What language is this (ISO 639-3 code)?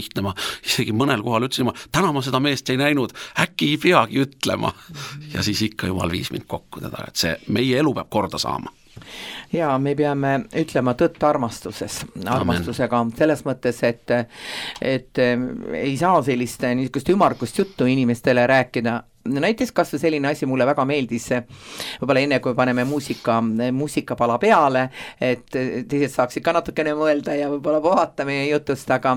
est